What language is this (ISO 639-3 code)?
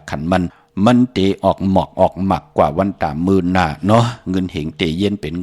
shn